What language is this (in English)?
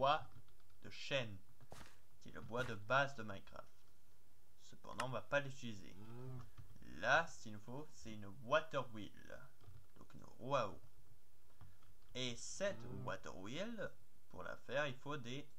French